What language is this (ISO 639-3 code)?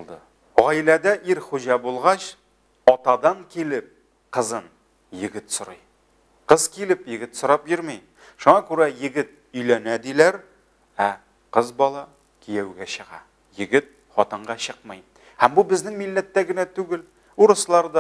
tat